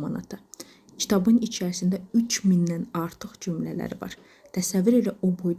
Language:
Azerbaijani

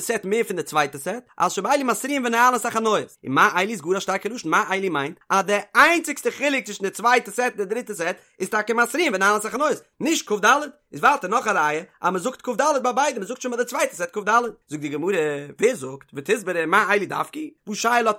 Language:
Yiddish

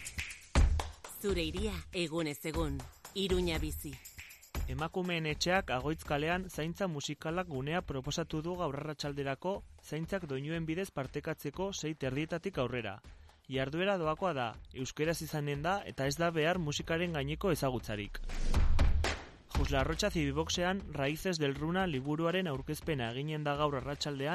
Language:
Basque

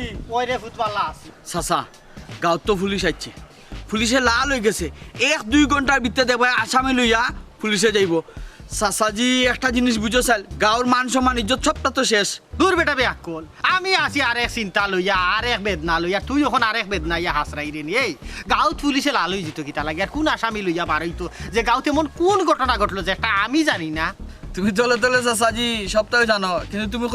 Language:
Sylheti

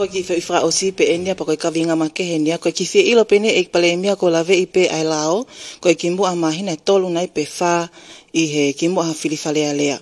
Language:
Tongan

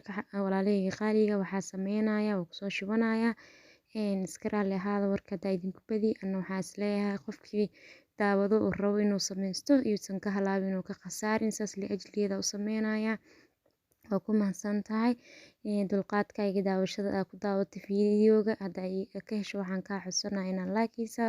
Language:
Somali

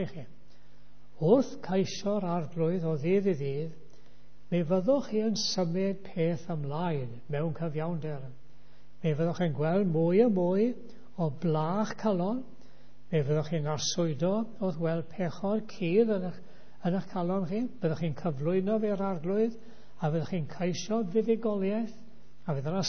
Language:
Welsh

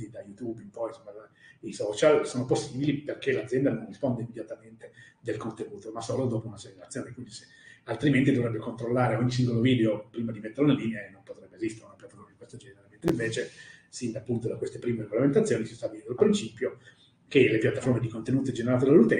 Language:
Italian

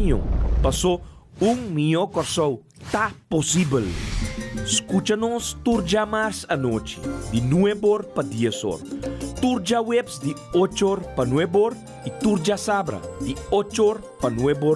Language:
Papiamento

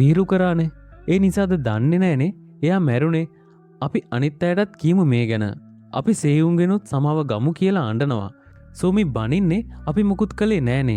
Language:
Sinhala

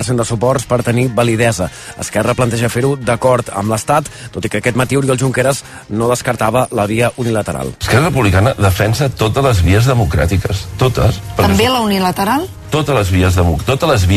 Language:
Catalan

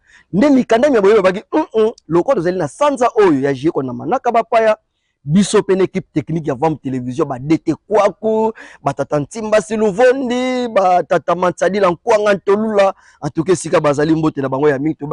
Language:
Lingala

